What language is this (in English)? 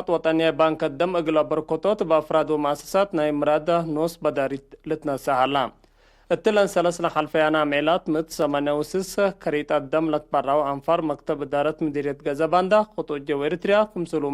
Tigre